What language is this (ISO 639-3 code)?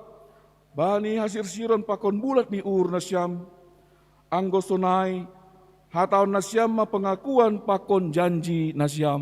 bts